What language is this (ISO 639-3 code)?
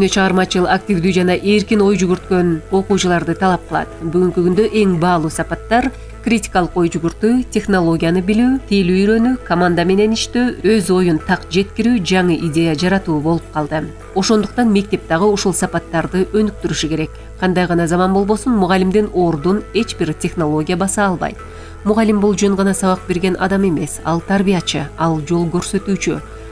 kir